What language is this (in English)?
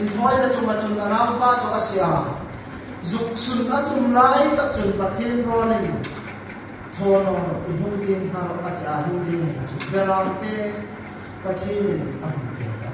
Hmar